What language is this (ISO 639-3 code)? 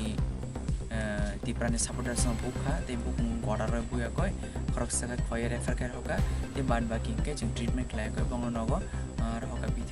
trp